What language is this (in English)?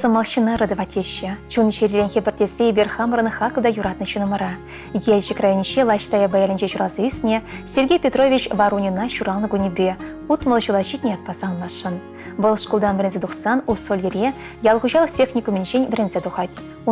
Chuvash